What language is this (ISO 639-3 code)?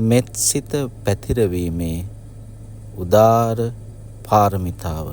sin